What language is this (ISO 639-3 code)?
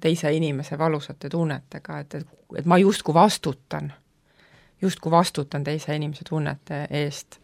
est